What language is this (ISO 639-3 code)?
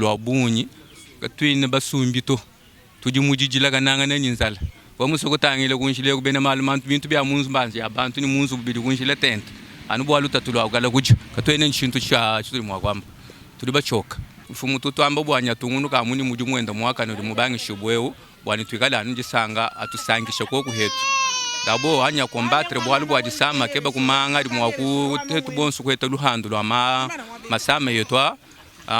lua